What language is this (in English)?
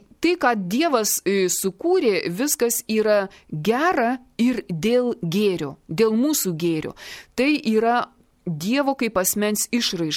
Lithuanian